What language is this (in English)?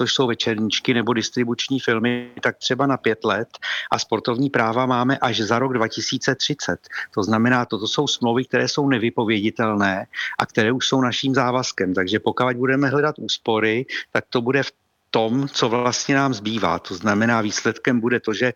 Czech